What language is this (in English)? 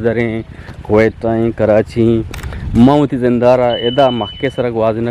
Eastern Balochi